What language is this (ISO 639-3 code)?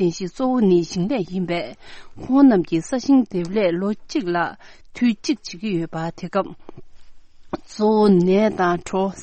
bod